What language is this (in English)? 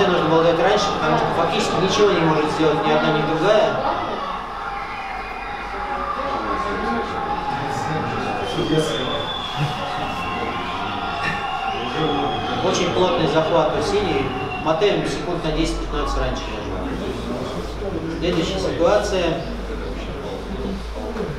Russian